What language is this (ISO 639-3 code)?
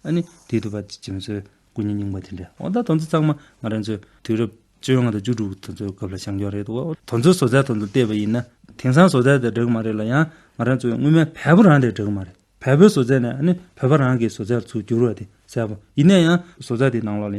bod